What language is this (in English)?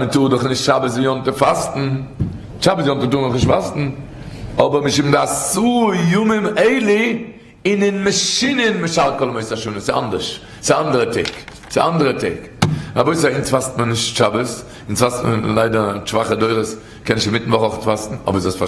Yiddish